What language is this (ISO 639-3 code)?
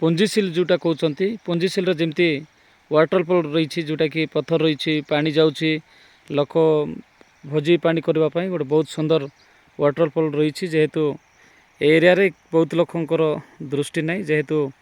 ori